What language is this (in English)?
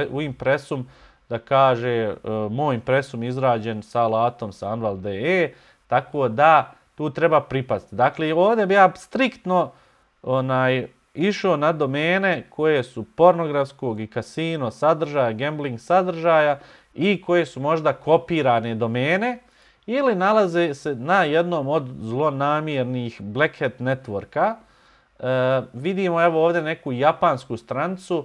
Bosnian